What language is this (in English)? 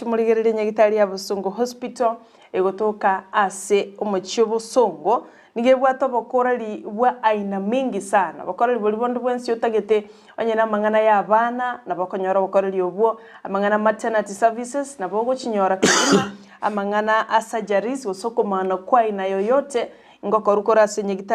Gusii